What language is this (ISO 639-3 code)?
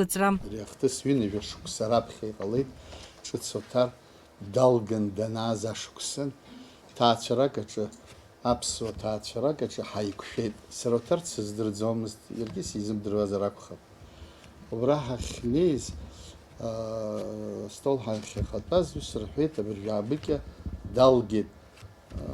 abk